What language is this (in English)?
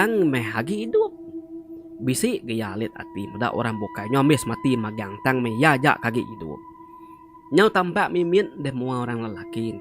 Iban